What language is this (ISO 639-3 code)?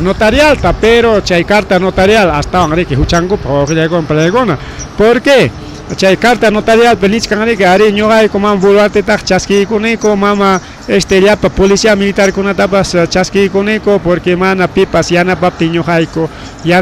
quy